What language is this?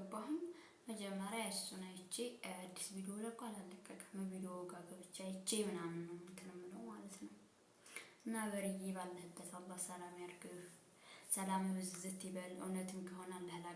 Amharic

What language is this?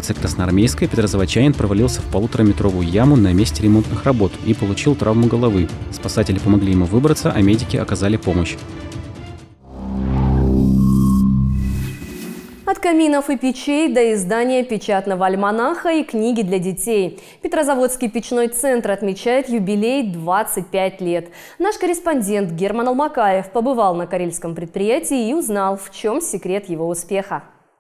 Russian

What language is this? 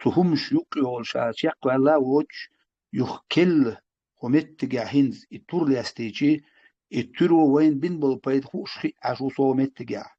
Chechen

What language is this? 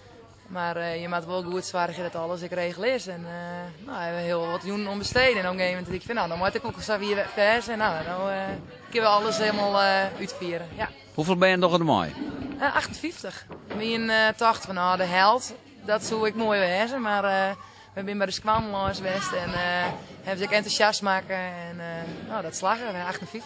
Western Frisian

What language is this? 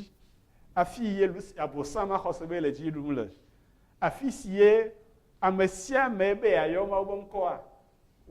Ewe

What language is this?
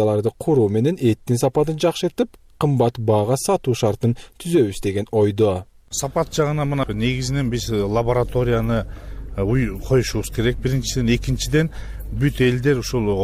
Kyrgyz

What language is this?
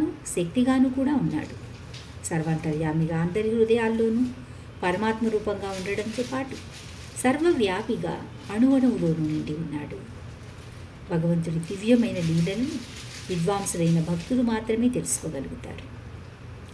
Telugu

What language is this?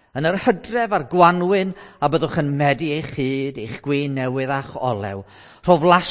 Welsh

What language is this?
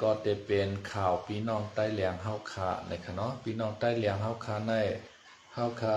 Shan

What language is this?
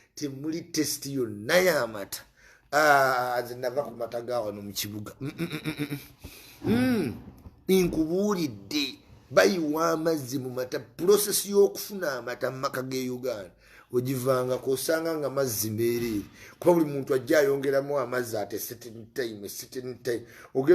Ganda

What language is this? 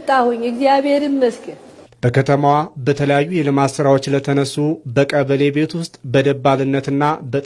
Amharic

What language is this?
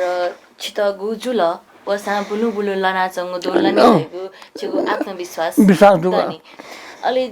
Newari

